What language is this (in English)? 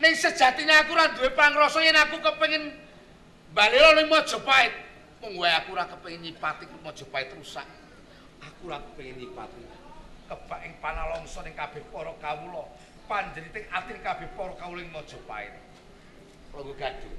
Javanese